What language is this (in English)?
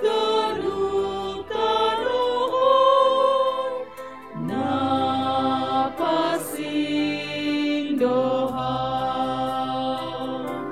Batak Simalungun